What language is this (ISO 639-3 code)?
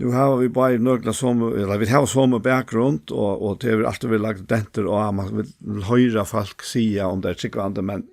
fao